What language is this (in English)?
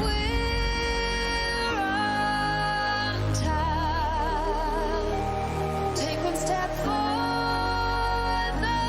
Kara-Kalpak